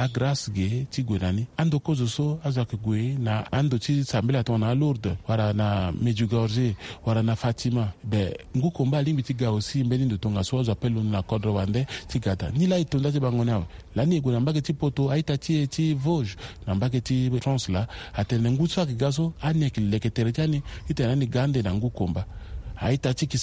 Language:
Sango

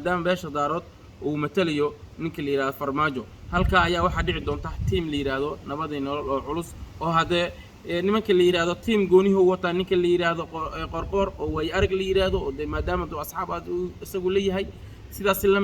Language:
Somali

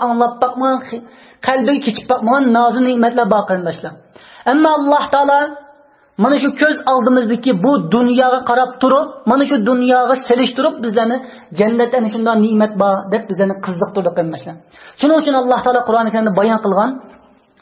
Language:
Uyghur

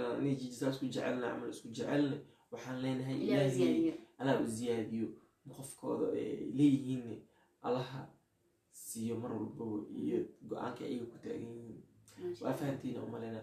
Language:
Somali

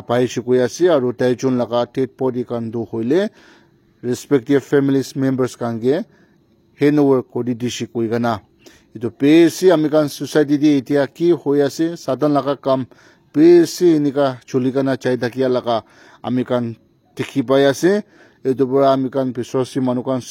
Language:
Naga Pidgin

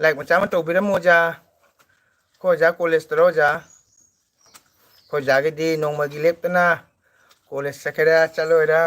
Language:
Manipuri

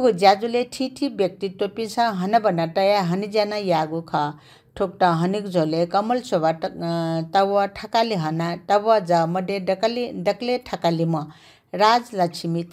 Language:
Newari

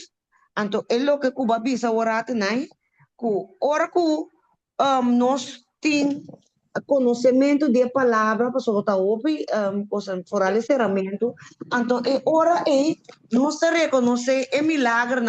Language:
Papiamento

